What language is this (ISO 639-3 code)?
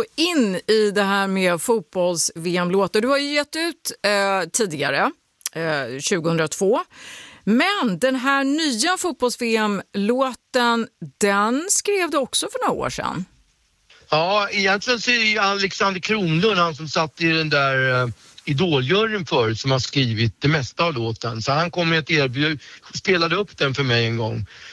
swe